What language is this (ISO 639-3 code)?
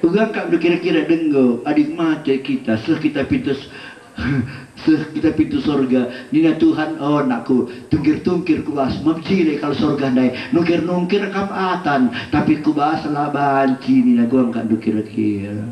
btx